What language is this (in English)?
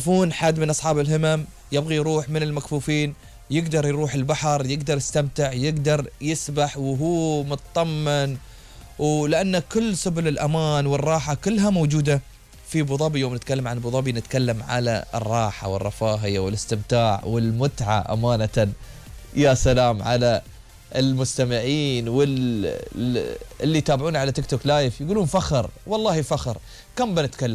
Gulf Arabic